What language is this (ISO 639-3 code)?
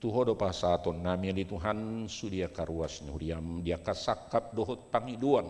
bbc